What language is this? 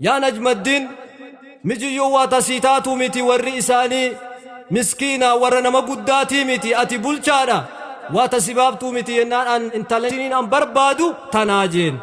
Oromo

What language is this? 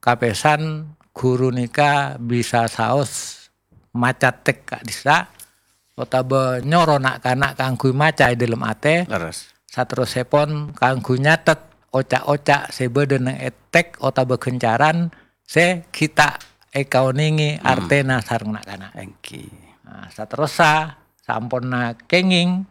Madurese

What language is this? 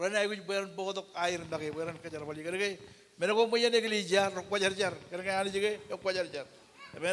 Marshallese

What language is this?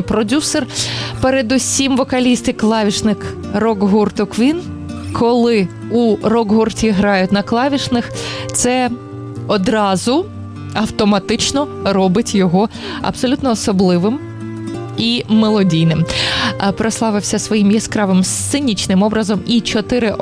Ukrainian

